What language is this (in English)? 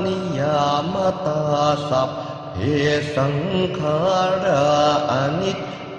Pali